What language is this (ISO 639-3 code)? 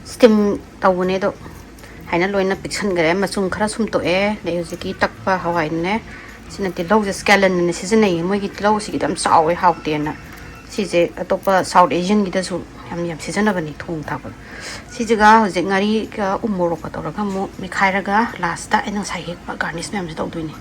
mni